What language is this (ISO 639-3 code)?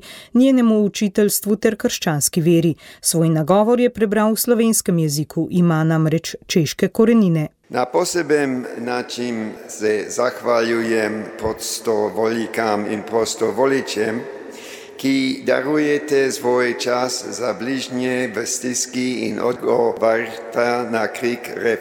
slv